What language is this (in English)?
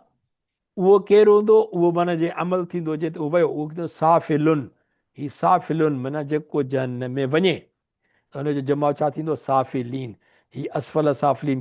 Sindhi